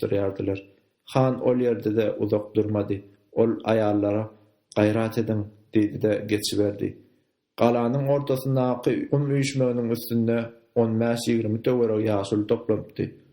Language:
Turkmen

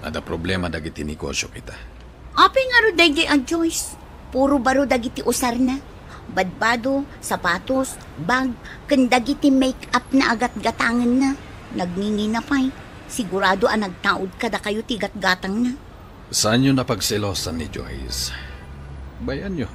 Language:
Iloko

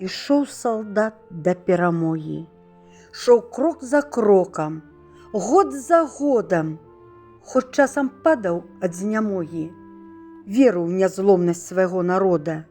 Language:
Belarusian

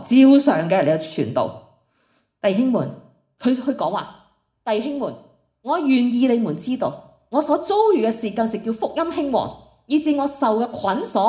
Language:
Cantonese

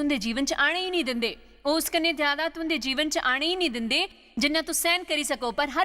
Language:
Dogri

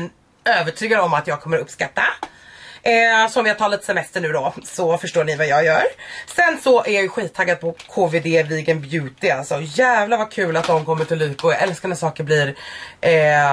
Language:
Swedish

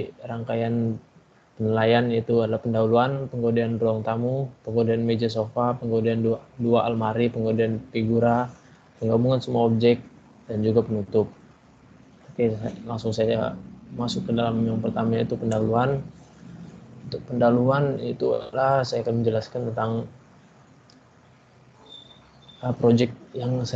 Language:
Indonesian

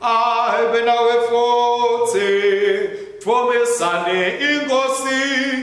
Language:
Swati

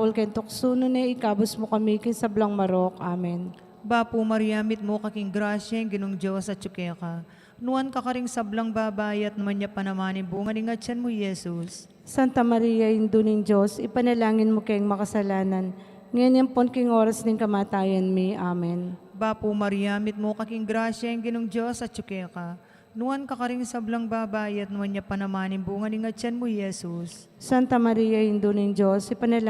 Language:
Pampanga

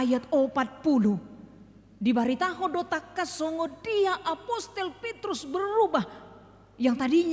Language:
Batak Toba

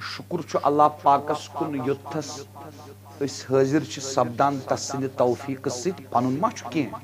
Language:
Kashmiri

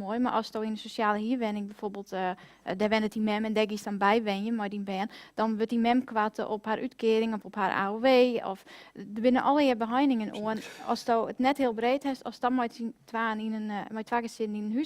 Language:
Western Frisian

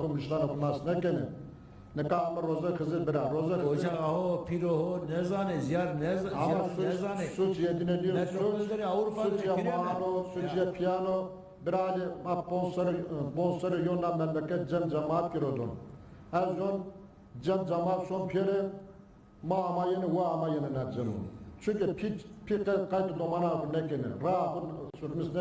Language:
Zaza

